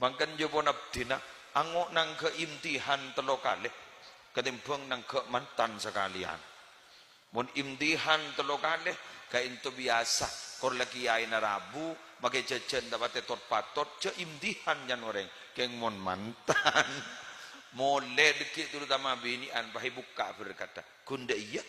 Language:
Madurese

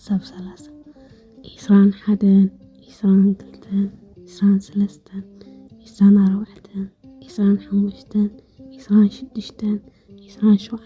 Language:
Tigrinya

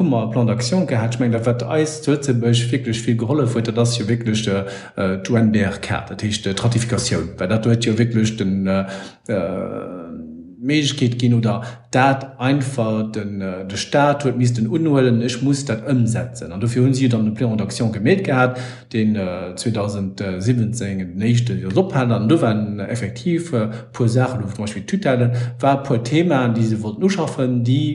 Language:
Luxembourgish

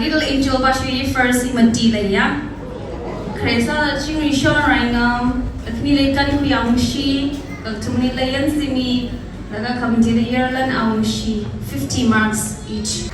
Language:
Tangkhul Naga (India)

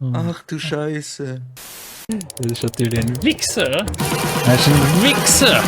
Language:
Swiss German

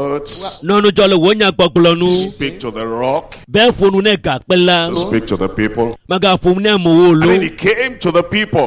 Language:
Ewe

